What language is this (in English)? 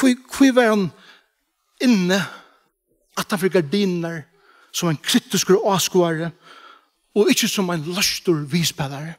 Faroese